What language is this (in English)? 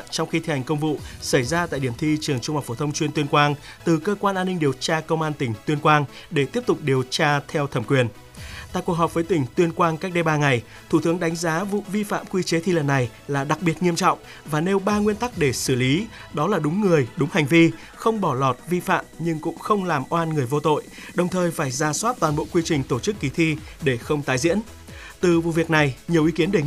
Vietnamese